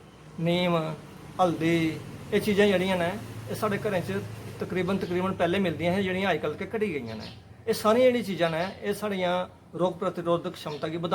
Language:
Dogri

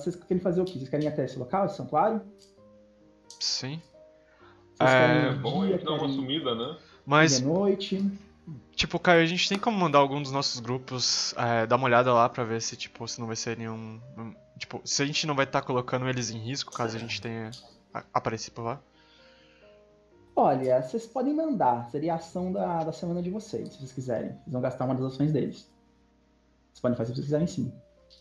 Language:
Portuguese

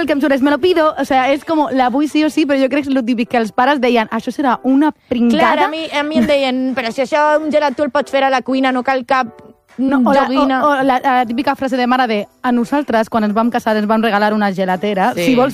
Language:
Catalan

